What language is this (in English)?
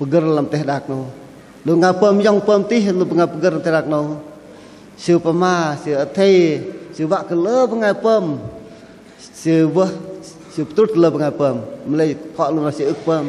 Bahnar